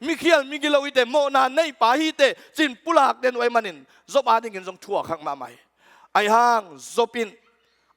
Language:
Tedim Chin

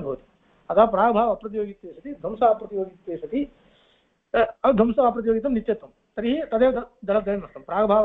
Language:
Sanskrit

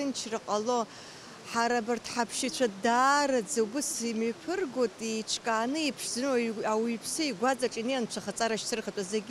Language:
Abkhazian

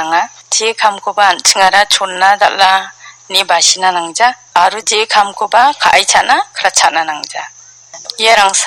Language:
Garo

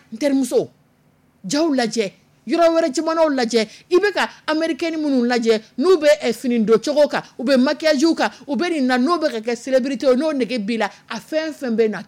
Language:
Dyula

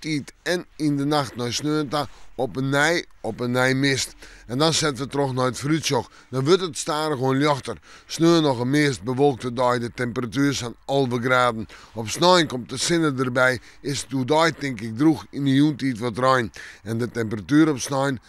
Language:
Western Frisian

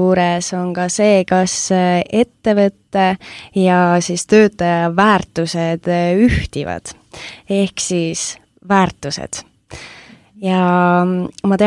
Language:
Estonian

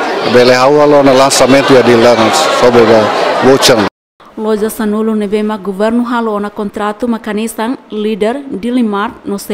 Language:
Tetum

